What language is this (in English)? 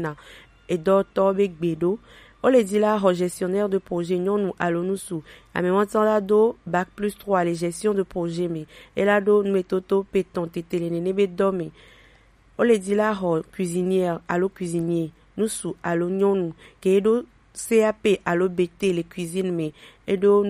Gen